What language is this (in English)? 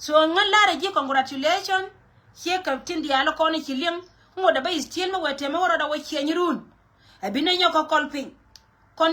Nuer